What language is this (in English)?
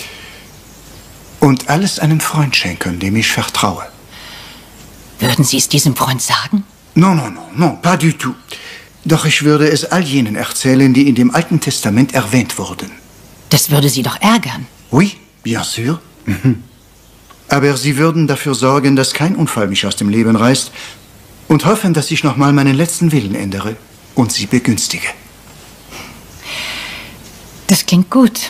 German